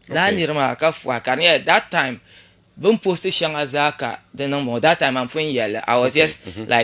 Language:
Dagbani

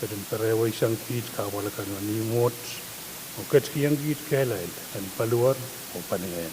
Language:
Pohnpeian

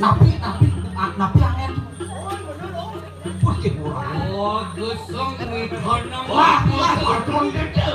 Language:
Balinese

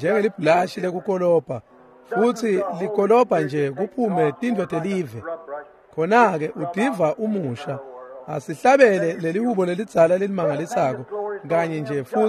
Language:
Swati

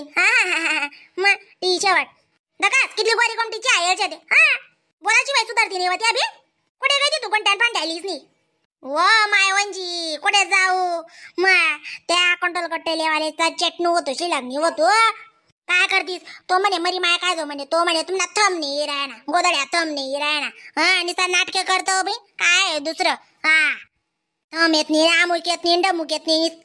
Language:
Khandesi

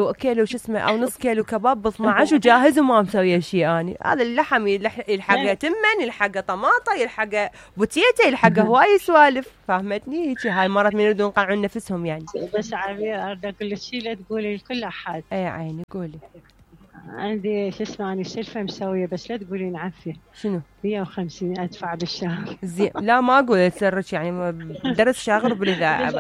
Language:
Mesopotamian Arabic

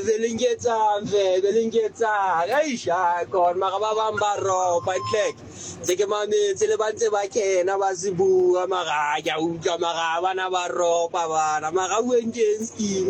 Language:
Southern Sotho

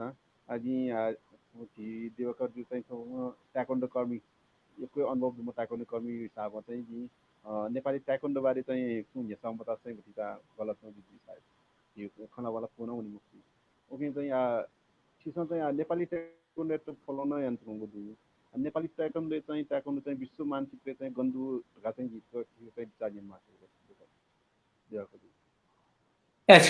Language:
Newari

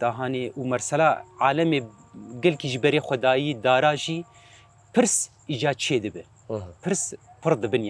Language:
Kurdish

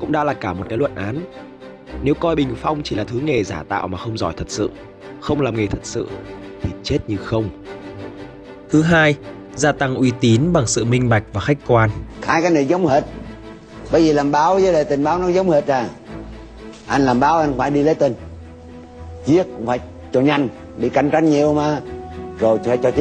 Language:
Vietnamese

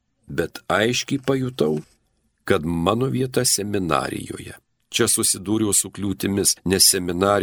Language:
Lithuanian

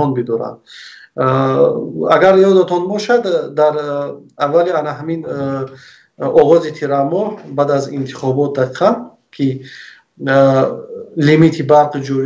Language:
Tajik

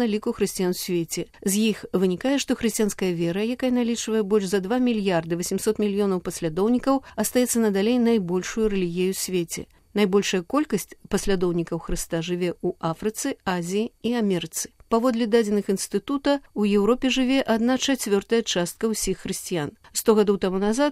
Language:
Belarusian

